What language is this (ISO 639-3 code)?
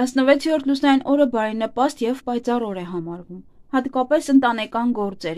hye